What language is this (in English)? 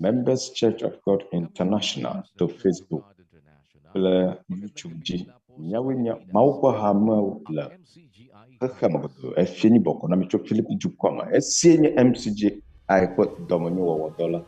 Ewe